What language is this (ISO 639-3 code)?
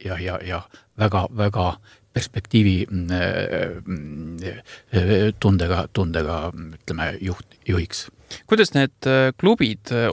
est